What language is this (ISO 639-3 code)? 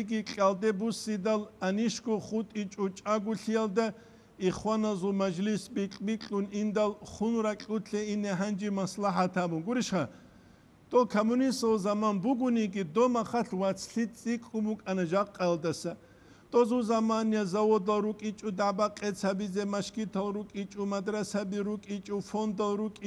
ava